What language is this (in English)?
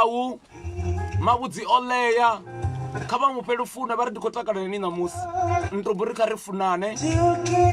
Venda